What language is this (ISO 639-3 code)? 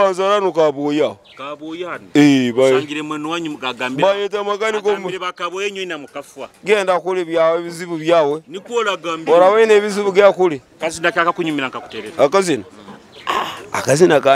nyo